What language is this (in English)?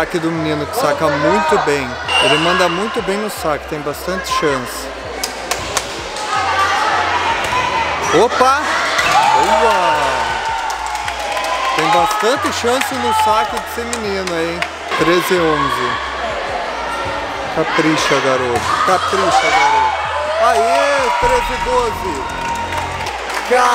Portuguese